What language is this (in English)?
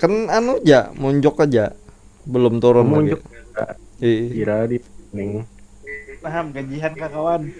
Banjar